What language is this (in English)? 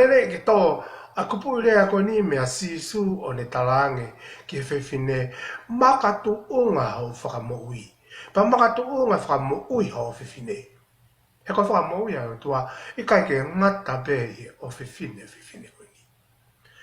Tongan